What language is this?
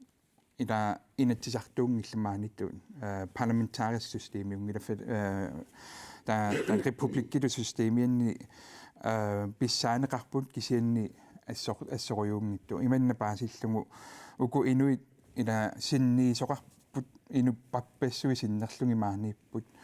Kalaallisut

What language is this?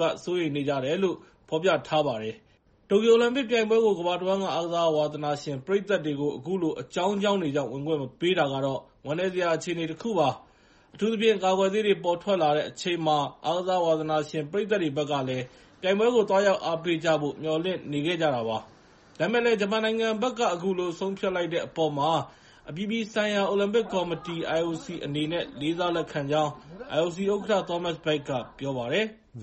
Burmese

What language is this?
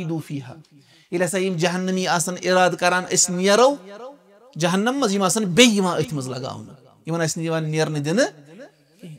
Kashmiri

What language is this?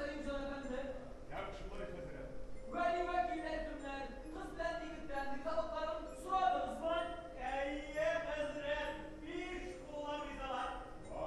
Tatar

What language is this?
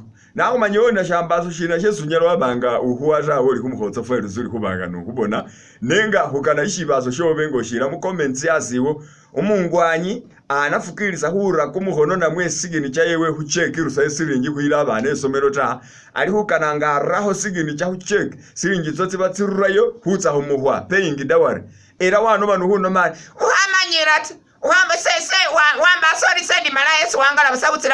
Masaaba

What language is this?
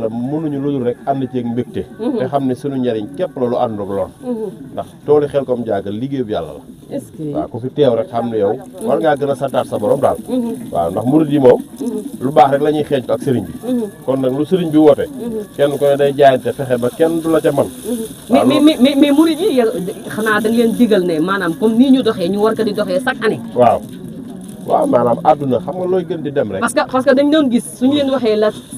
Wolof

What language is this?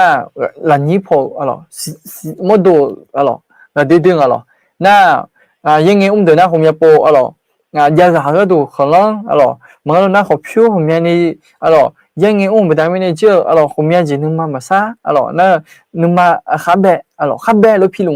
Akha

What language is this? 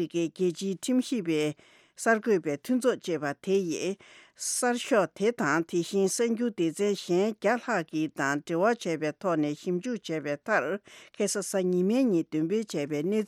Tibetan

